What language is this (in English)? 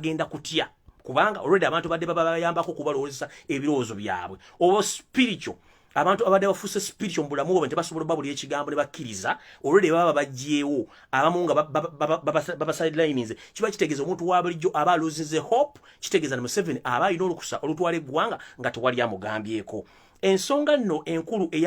Ganda